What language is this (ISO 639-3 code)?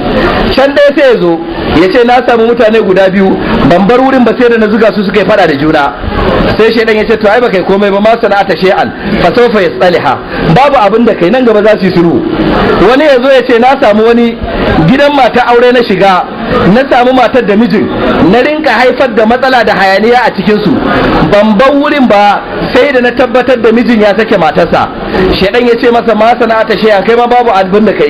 hau